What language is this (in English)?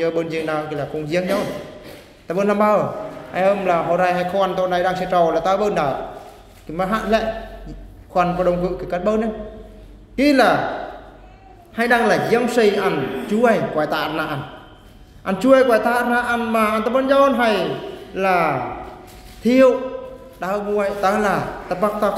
Eastern Bru